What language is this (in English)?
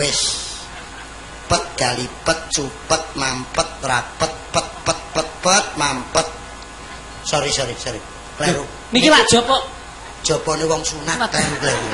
Javanese